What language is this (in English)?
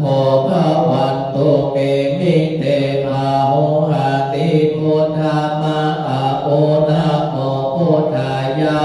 Pali